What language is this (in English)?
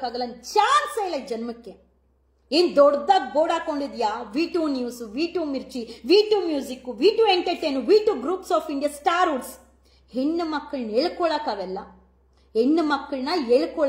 Kannada